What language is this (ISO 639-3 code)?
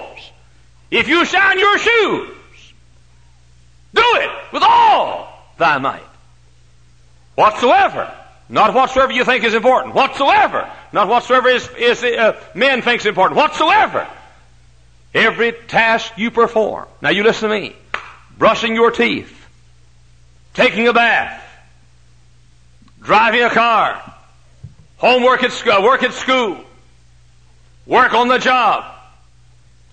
eng